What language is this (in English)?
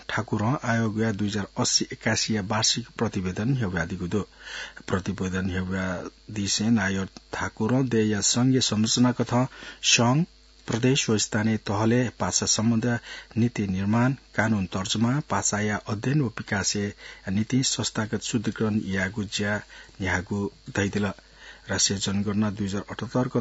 Newari